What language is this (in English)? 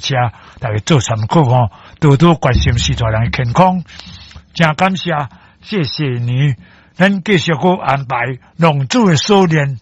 Min Nan Chinese